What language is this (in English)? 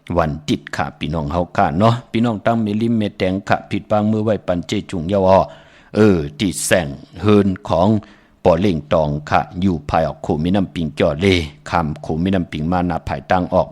Shan